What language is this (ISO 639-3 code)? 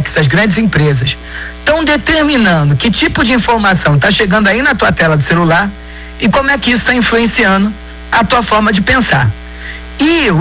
por